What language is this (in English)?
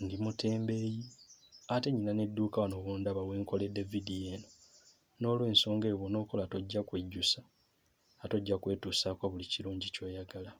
Ganda